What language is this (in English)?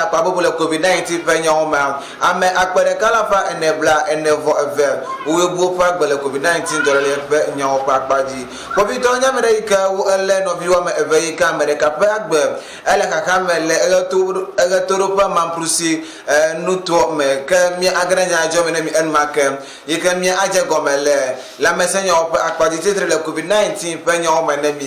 Ewe